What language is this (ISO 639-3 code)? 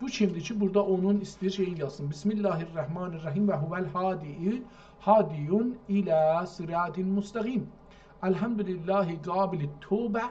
azb